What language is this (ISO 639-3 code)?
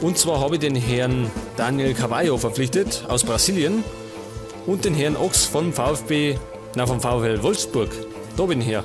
bar